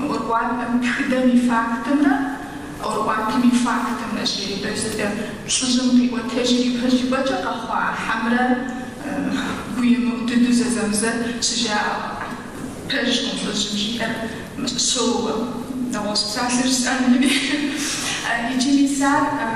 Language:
Kabardian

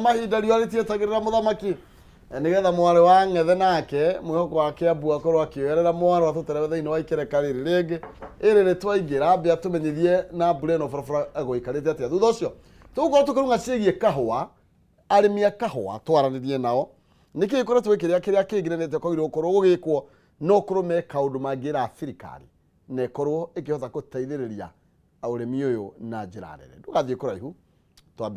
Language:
Kikuyu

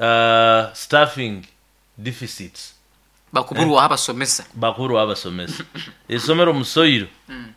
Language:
Nyoro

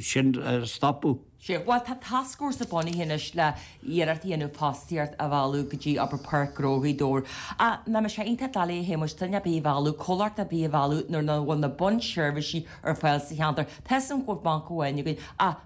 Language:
Irish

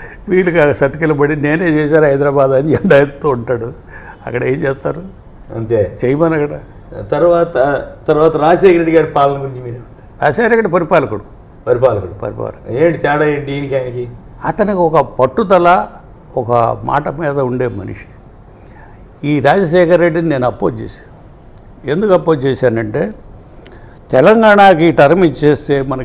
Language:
Telugu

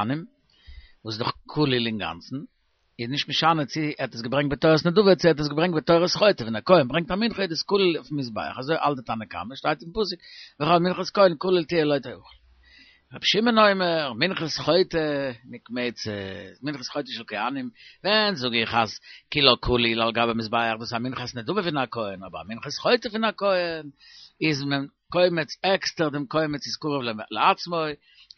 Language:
Yiddish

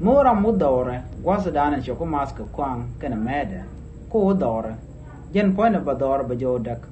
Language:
Nuer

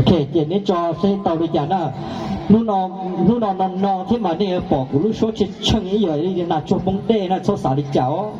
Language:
Hmong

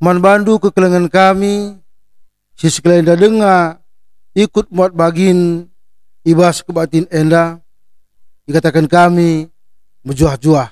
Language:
Batak Karo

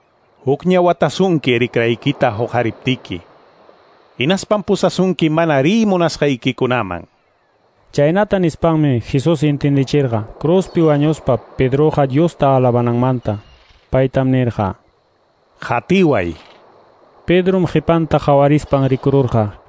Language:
Quechua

